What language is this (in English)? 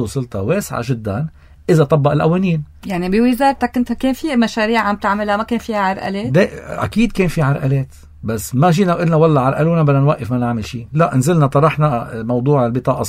North Levantine Arabic